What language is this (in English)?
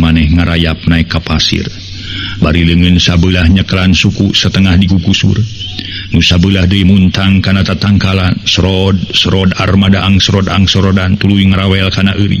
Sundanese